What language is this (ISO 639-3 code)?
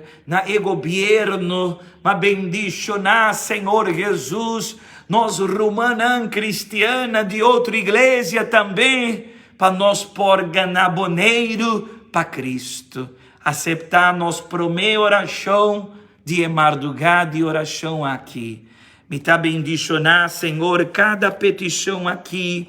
pap